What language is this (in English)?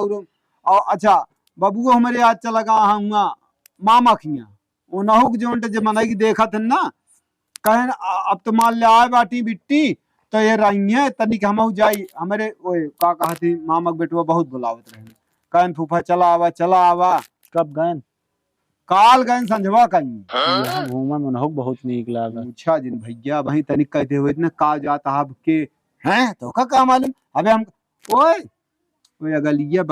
Awadhi